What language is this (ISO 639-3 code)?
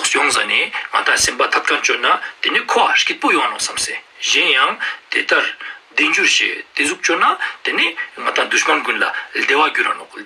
lbj